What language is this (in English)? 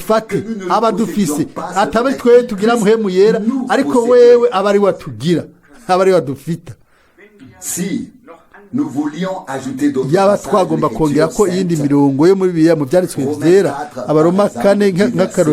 Rundi